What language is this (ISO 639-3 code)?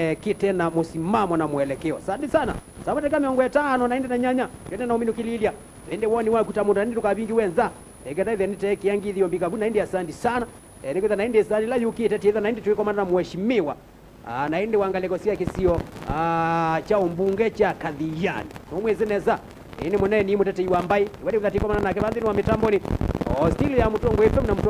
kam